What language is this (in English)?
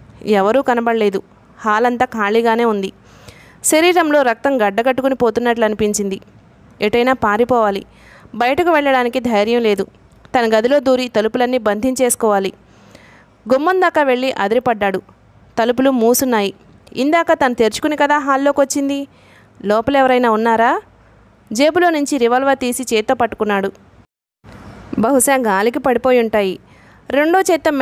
Telugu